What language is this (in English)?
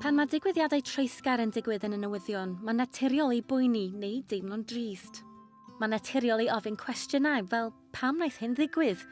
Welsh